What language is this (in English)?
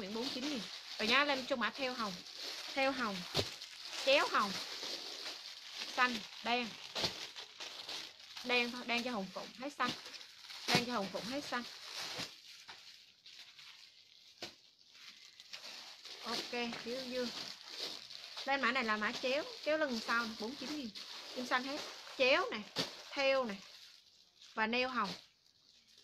Vietnamese